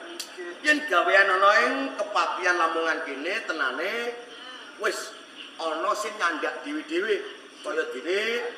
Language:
Javanese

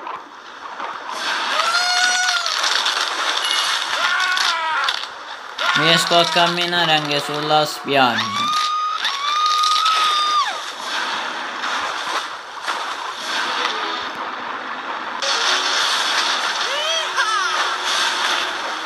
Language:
Italian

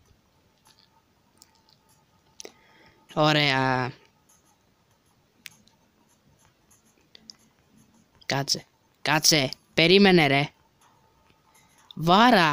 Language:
Greek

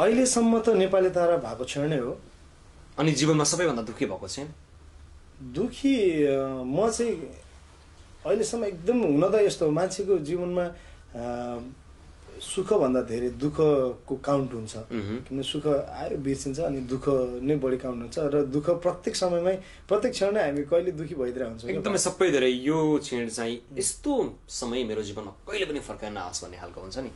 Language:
Nepali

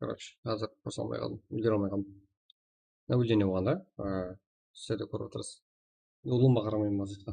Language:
Kara-Kalpak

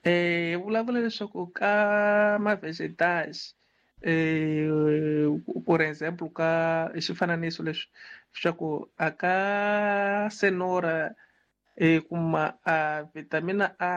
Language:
Tsonga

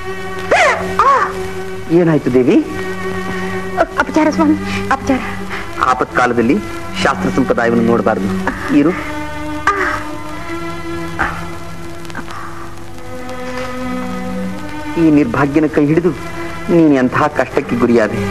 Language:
Kannada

